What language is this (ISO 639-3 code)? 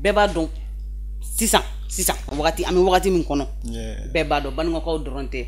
bam